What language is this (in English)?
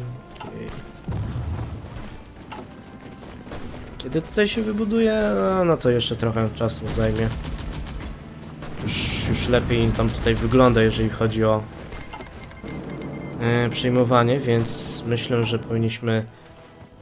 Polish